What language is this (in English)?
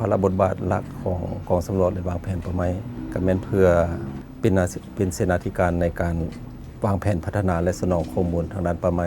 Lao